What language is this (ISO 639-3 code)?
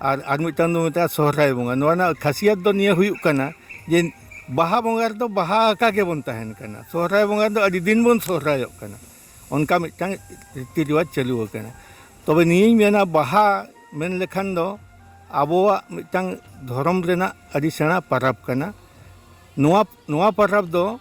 sat